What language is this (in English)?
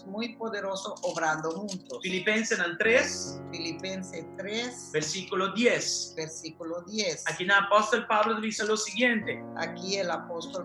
Papiamento